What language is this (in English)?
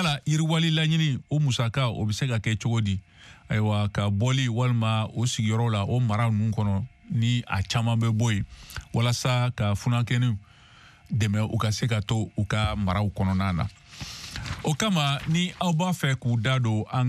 Bambara